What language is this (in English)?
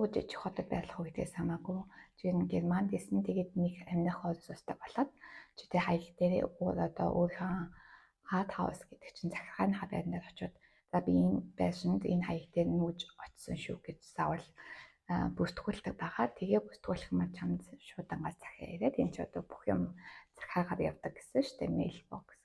Mongolian